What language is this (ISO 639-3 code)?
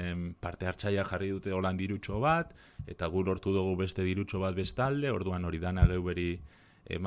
eus